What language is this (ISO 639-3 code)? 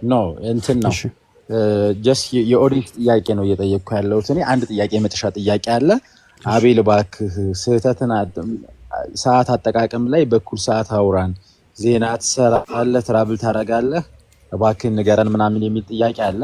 amh